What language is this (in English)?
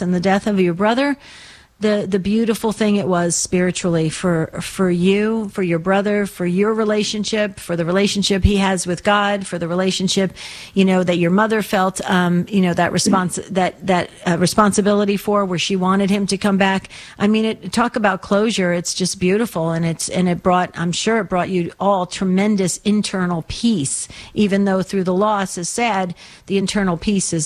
English